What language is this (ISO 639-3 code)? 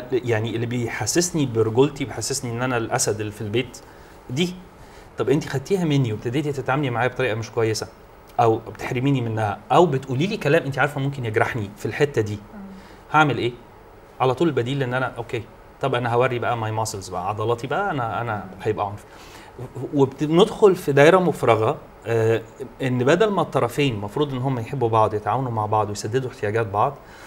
arz